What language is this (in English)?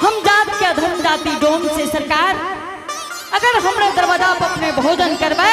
Angika